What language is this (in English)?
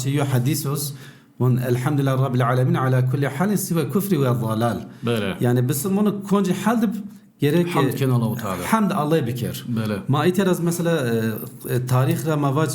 Zaza